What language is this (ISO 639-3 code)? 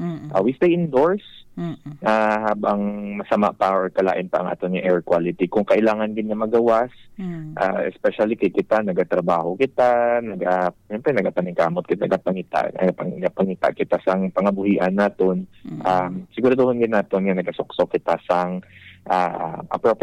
hil